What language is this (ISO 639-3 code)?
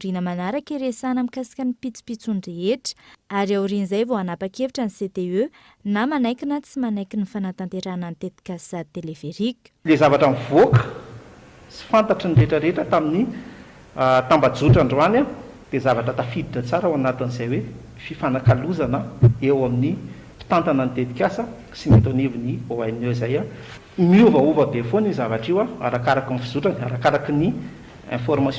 mlg